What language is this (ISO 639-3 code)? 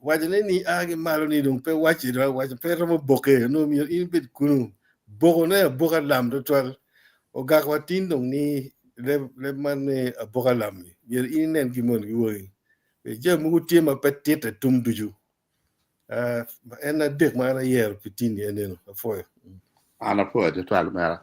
ach